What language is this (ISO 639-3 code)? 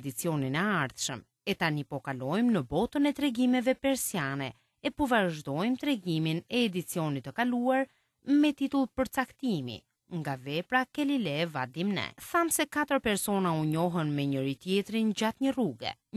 sqi